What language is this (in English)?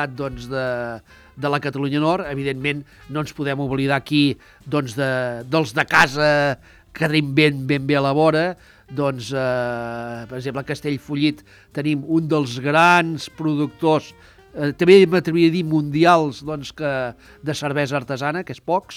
Catalan